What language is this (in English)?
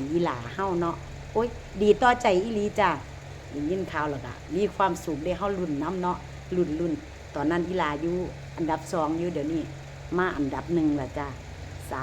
Northeastern Thai